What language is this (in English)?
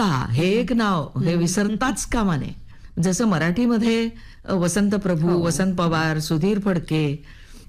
Marathi